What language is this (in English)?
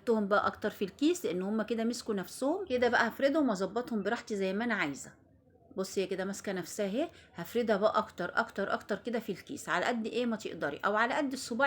Egyptian Arabic